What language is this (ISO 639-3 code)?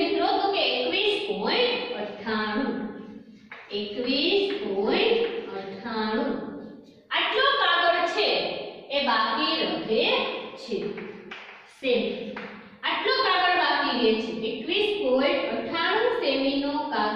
guj